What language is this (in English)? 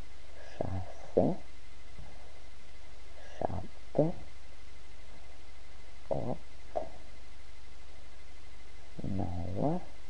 Romanian